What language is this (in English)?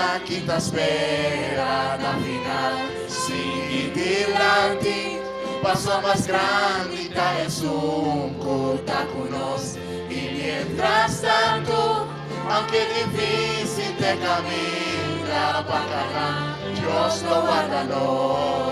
Papiamento